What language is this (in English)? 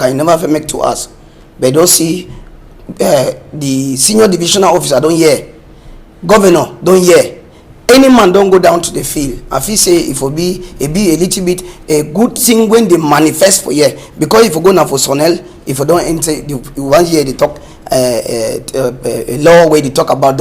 Cameroon Pidgin